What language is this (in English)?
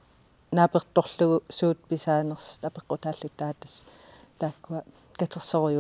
Kalaallisut